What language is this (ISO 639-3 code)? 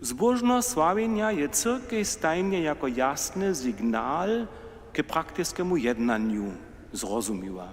hsb